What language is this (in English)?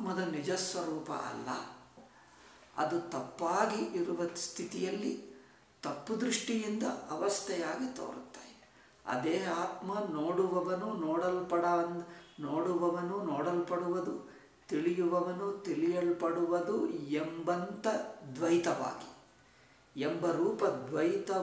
Kannada